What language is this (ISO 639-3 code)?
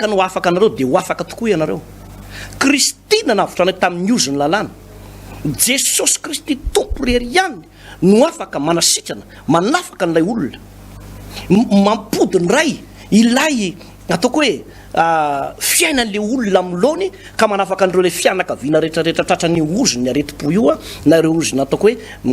mlg